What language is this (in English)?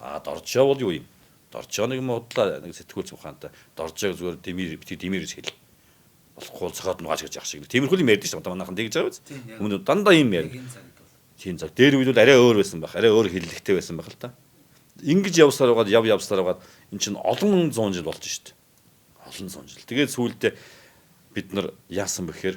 Mongolian